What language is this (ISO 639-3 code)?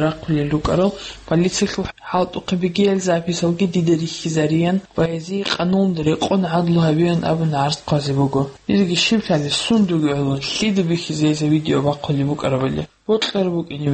ava